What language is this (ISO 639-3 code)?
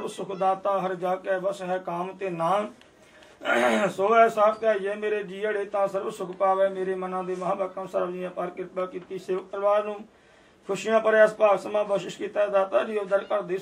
pan